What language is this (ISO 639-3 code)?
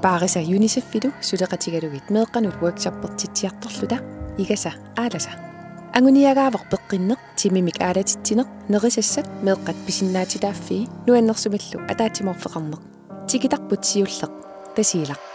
kal